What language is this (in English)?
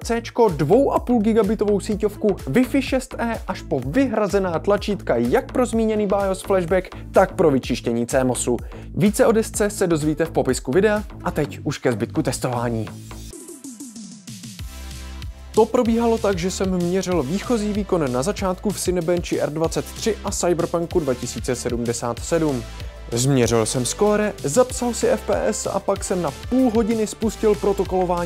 Czech